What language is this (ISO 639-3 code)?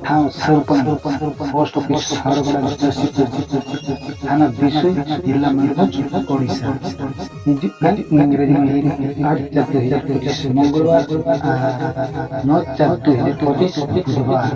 sat